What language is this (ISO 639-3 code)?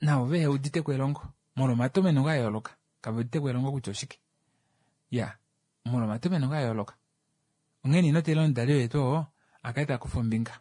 kua